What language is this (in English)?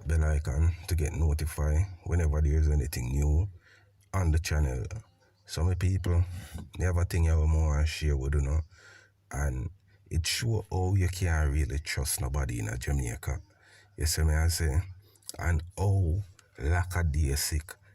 Jamaican Creole English